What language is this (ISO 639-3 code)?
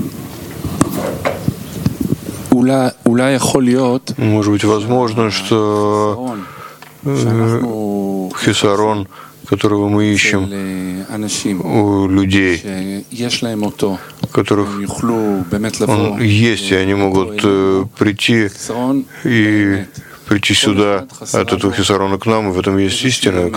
rus